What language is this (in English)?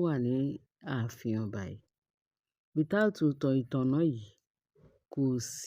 Yoruba